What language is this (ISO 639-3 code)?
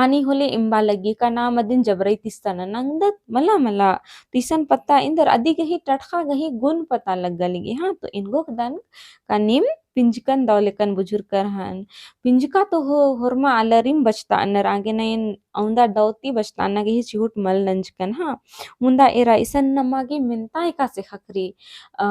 kru